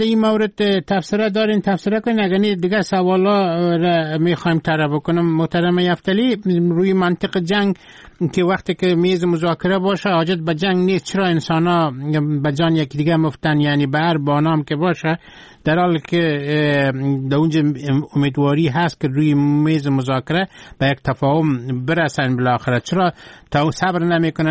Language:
Persian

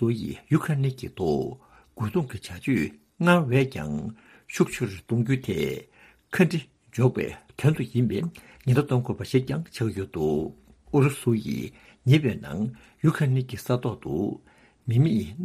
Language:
Tibetan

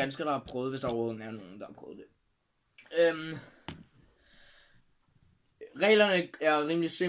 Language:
Danish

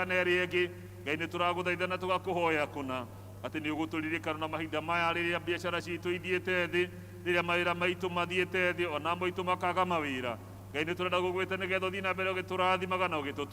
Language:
Kikuyu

